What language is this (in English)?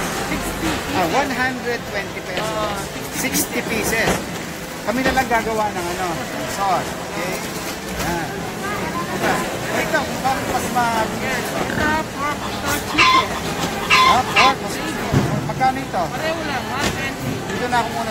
Filipino